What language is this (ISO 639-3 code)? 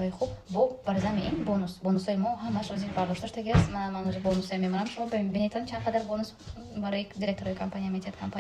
tgk